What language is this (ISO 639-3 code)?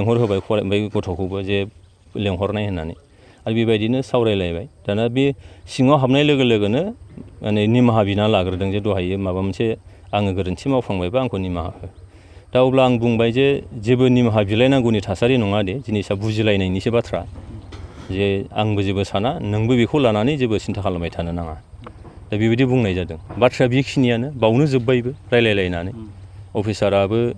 brx